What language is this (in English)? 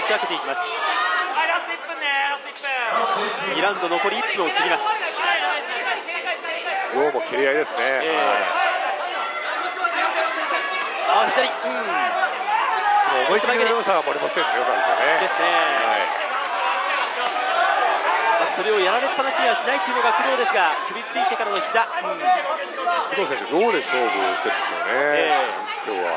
Japanese